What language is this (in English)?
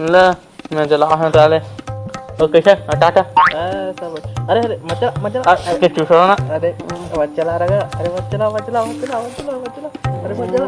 Chhattisgarhi